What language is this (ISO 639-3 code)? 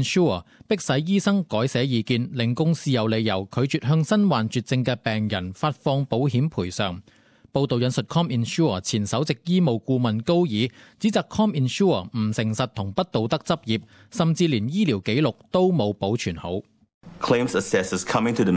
yue